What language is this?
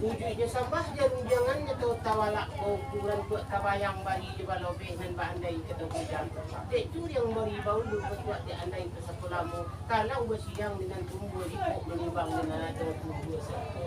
Minangkabau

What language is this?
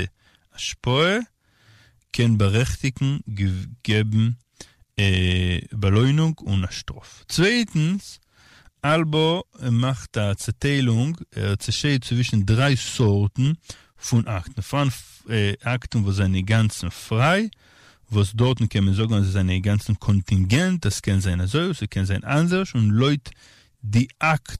Yiddish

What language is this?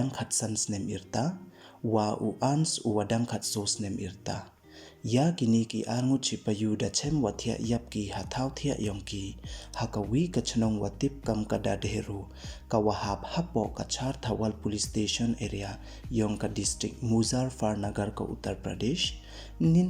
Pnar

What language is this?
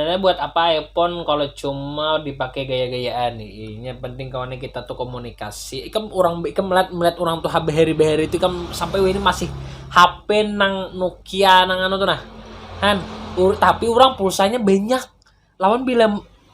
Banjar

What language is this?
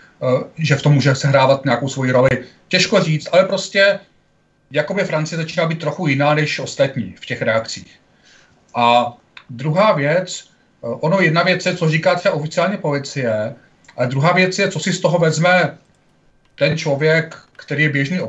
Czech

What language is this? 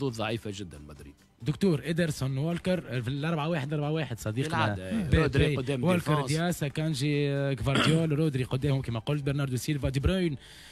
Tunisian Arabic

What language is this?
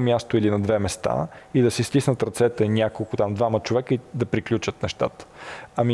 Bulgarian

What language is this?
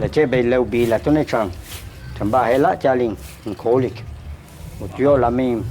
Yucateco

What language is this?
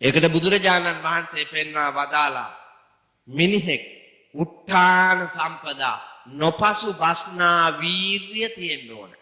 Sinhala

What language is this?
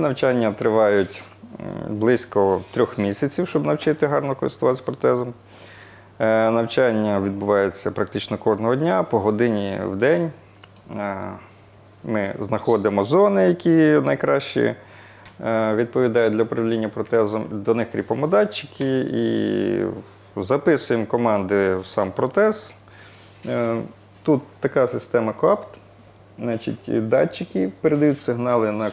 Ukrainian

